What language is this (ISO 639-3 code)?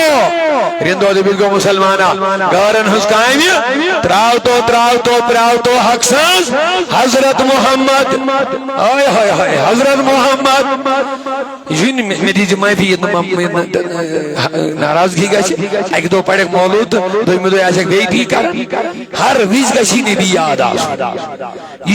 kas